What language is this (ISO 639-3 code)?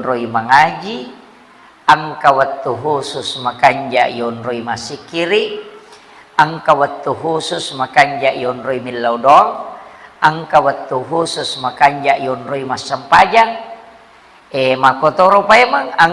bug